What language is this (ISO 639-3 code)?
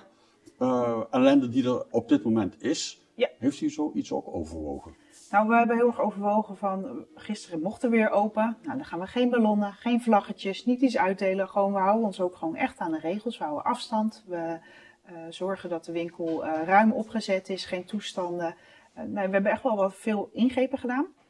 nld